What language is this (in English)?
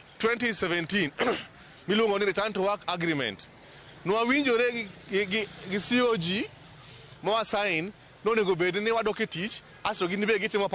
Luo (Kenya and Tanzania)